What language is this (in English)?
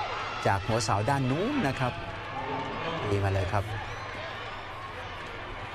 Thai